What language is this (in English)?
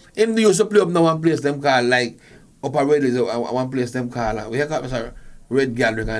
Jamaican Creole English